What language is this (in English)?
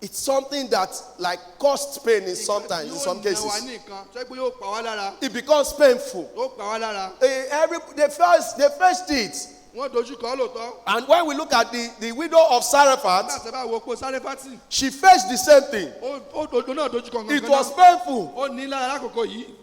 Yoruba